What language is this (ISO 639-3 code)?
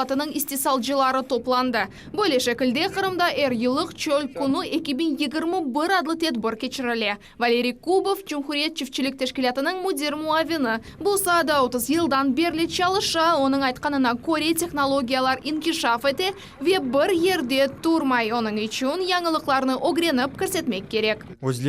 crh